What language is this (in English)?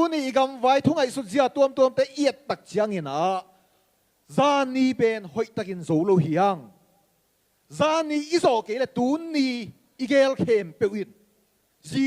Tedim Chin